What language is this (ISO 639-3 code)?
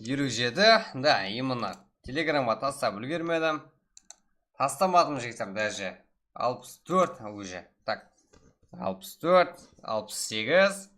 kaa